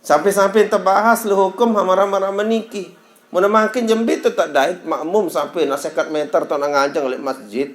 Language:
Sasak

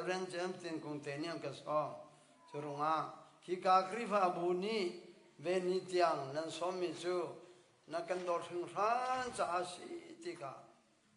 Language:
Hakha Chin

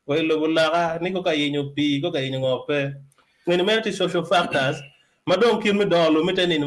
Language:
Acoli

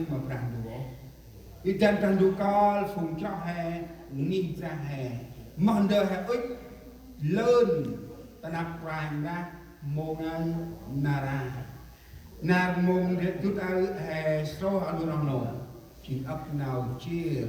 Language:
Central Mnong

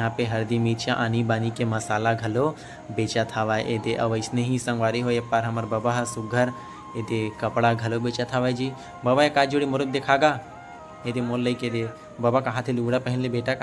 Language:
Chhattisgarhi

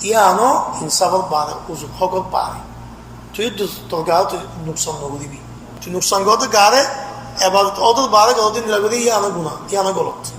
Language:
Rohingya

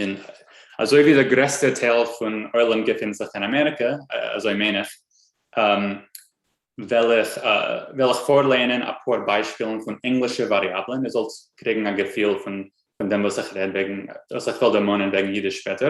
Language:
Yiddish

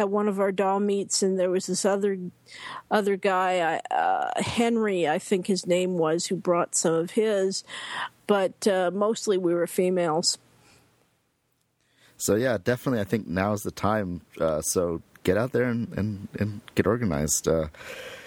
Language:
English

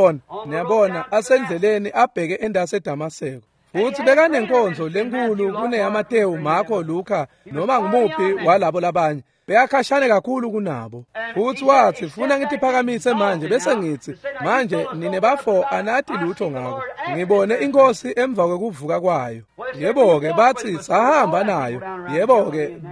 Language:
Swati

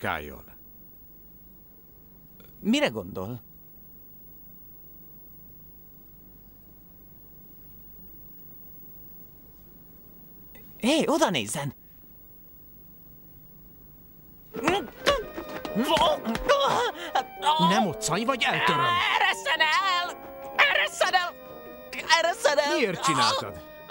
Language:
Hungarian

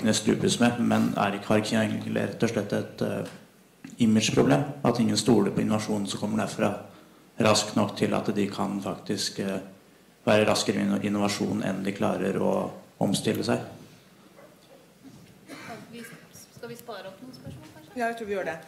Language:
Norwegian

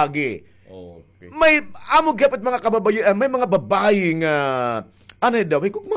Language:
Waray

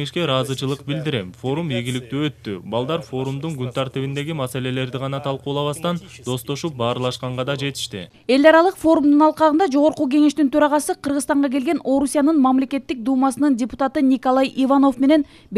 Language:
Kyrgyz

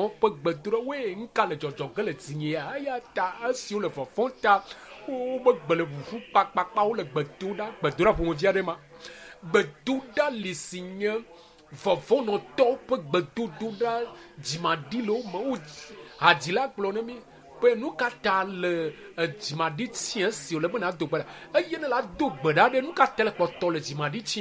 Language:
Ewe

